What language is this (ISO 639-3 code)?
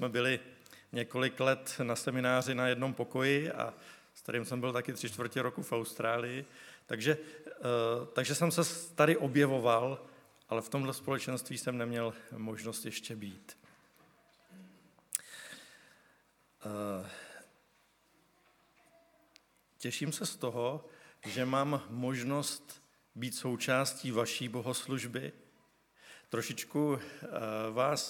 ces